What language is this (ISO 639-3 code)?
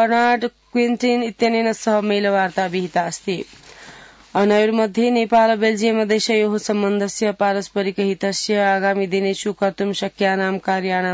san